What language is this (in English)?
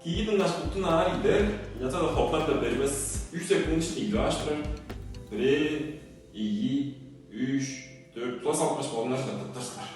Tuvinian